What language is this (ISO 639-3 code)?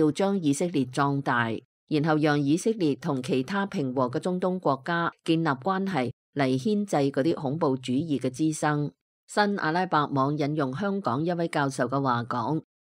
yue